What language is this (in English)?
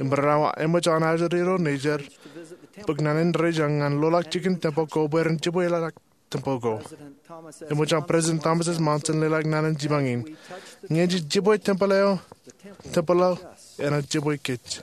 Marshallese